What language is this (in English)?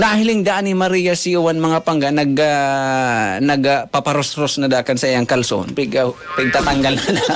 Bikol